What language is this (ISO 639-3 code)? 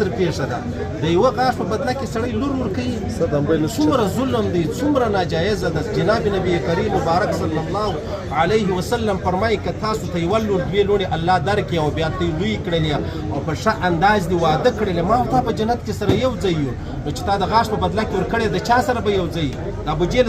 pus